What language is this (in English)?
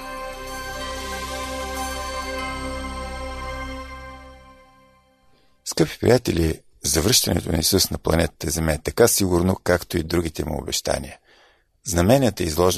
Bulgarian